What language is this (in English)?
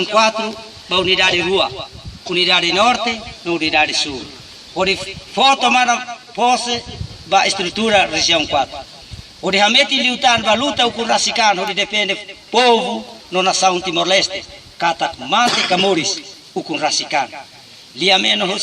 Tetum